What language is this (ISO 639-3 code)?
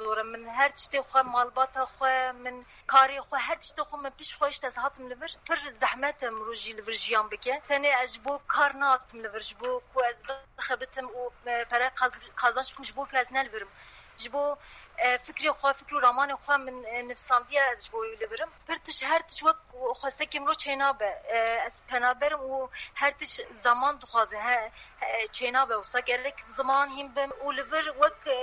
kur